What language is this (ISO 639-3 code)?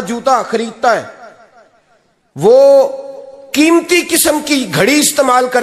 urd